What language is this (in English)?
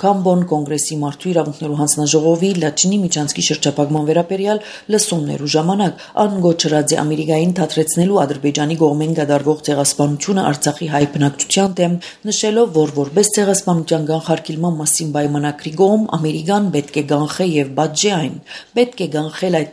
Armenian